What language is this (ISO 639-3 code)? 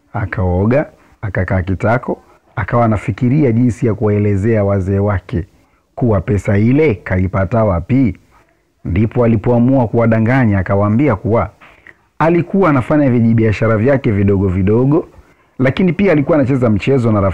swa